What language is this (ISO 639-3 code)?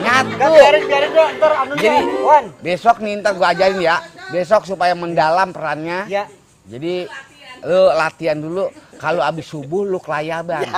bew